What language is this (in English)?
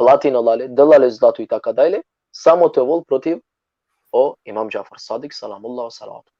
Balkan Romani